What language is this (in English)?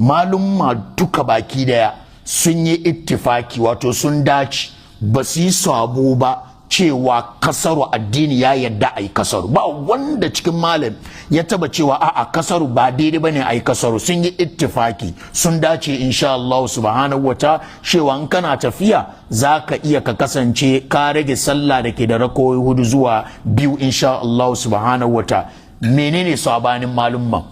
Hausa